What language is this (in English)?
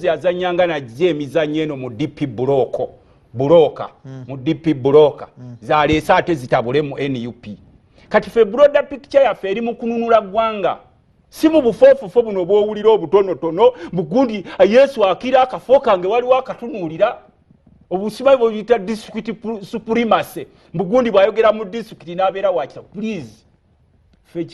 Ganda